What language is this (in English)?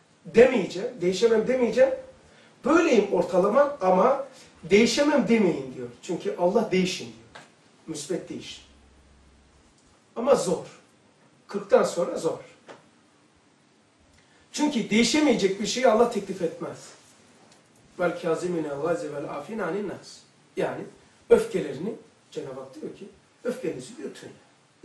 Turkish